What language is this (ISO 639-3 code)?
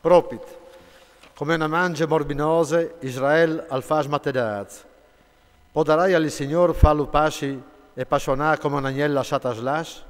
fur